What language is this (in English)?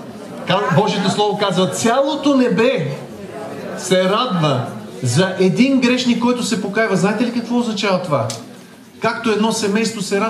Bulgarian